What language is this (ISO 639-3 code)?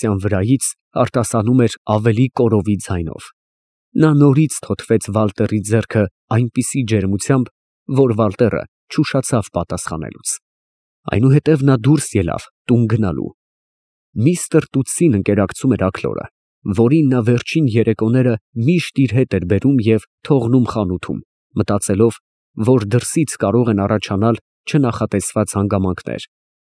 hye